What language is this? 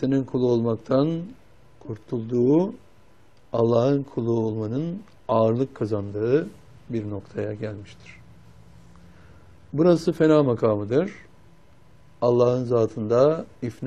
Turkish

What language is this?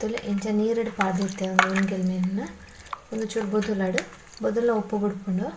Tulu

